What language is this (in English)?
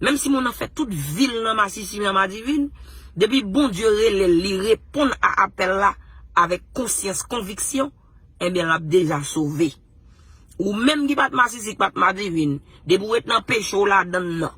Haitian Creole